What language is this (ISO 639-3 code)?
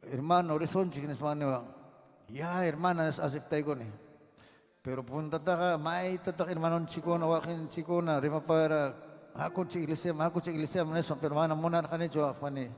quy